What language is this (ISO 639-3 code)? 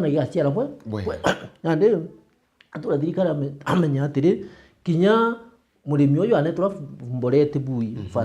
mer